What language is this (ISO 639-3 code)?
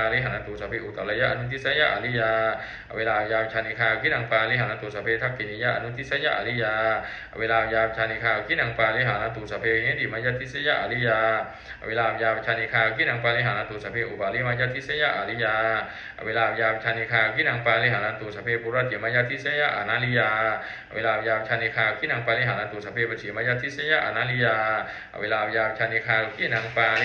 pli